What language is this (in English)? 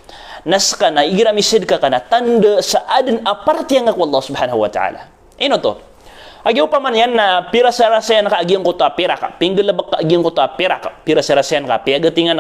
Maranao